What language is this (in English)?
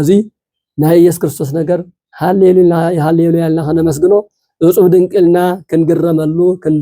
Tigrinya